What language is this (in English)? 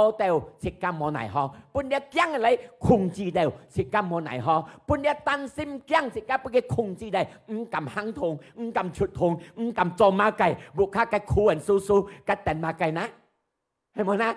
Hakka Chinese